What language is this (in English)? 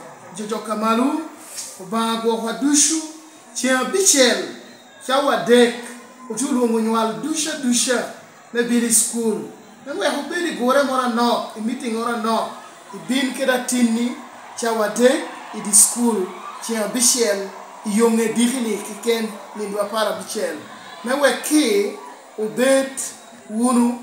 Lango (Uganda)